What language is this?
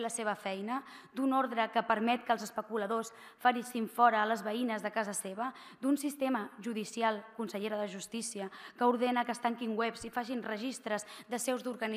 Catalan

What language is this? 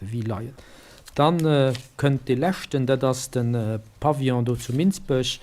Luxembourgish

